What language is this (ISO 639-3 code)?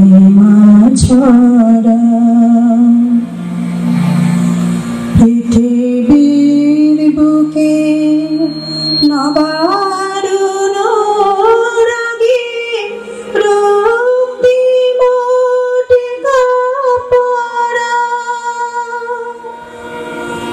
ben